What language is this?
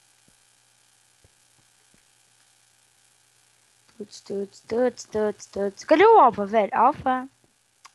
Portuguese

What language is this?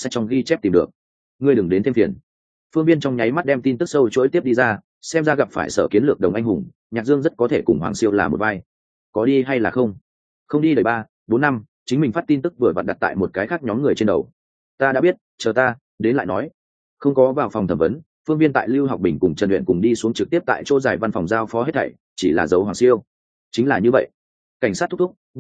Vietnamese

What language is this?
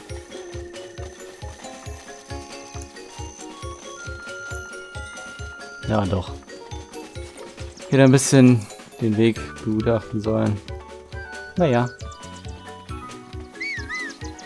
German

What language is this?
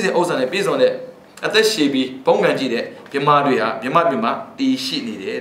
Burmese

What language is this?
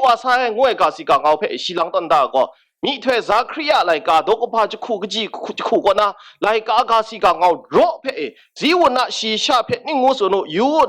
Kachin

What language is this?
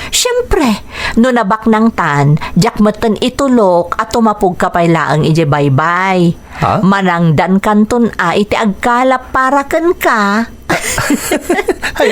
Iloko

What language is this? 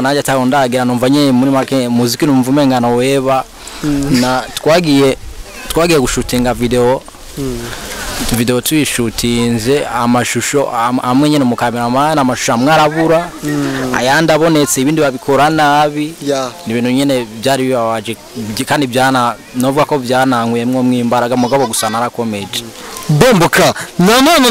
Rundi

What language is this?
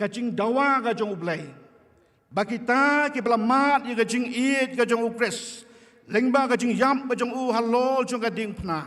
Khasi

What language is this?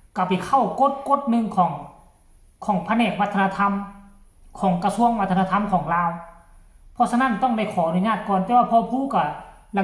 Northeastern Thai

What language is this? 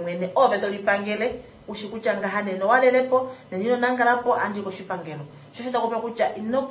Kuanyama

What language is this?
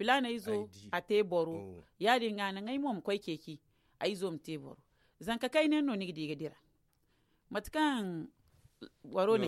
Zarma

